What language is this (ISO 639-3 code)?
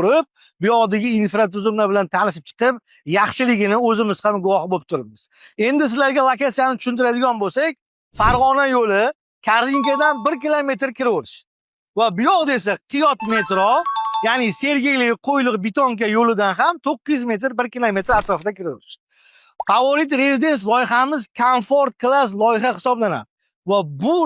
uzb